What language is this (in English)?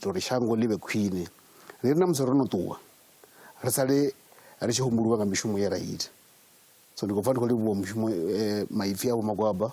Venda